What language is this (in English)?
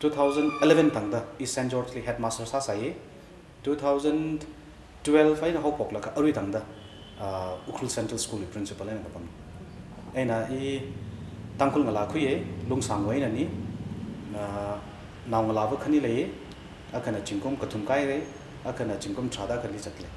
Tangkhul Naga (India)